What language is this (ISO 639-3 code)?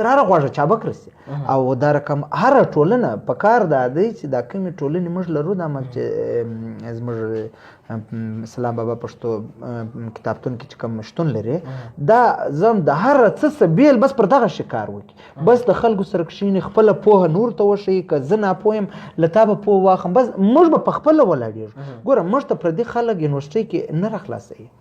pus